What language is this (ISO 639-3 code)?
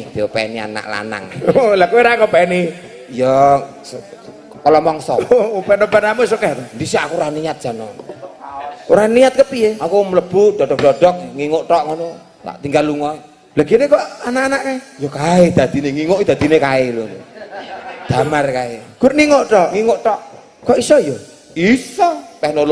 jav